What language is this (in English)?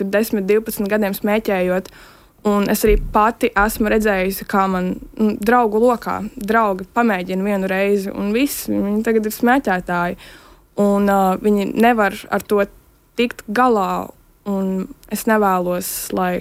Latvian